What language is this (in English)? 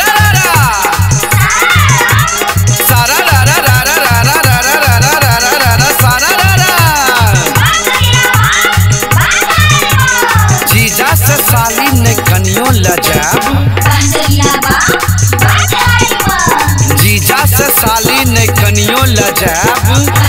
Bhojpuri